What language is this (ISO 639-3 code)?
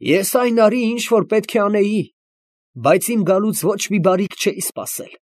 hye